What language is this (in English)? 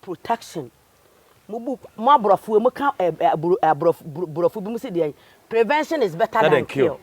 Akan